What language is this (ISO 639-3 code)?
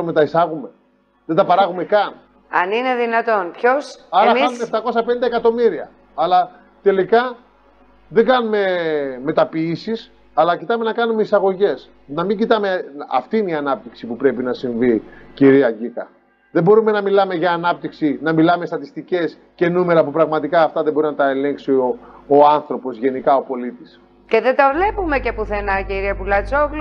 ell